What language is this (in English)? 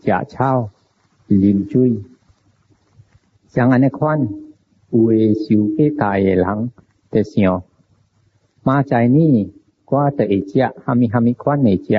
Min Nan Chinese